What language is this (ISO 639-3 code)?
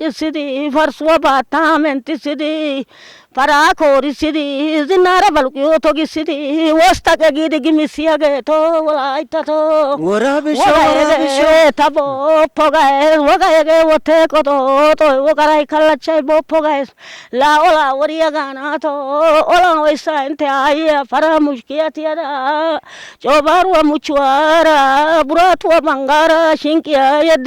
wal